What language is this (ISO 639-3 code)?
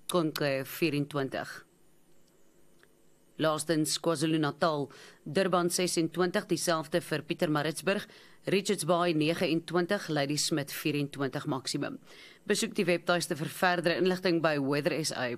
afr